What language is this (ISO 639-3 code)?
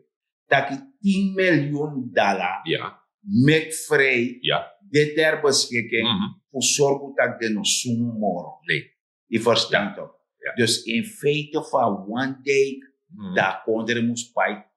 srn